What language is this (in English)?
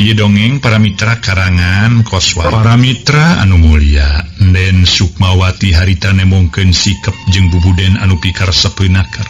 Sundanese